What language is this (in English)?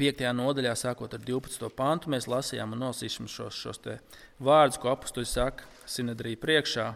Latvian